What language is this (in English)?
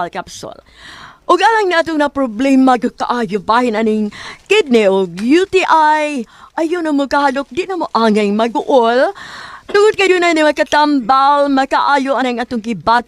Cebuano